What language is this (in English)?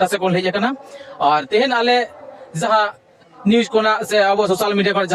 Santali